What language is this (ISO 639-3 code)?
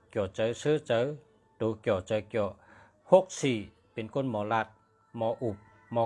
shn